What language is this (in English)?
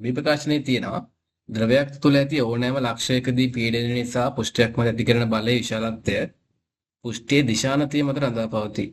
Sinhala